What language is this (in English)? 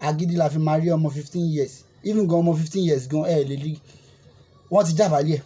Yoruba